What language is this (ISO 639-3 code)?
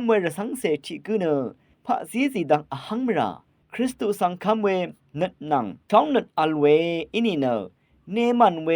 raw